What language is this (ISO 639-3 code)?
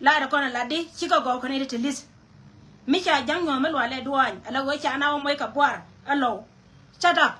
nus